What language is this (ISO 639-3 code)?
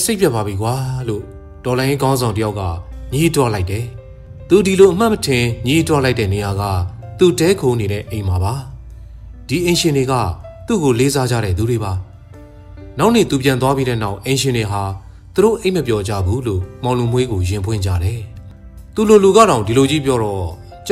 mya